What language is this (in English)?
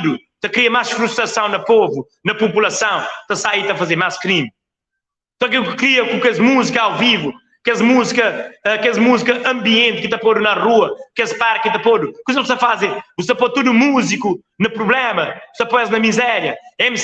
Kabuverdianu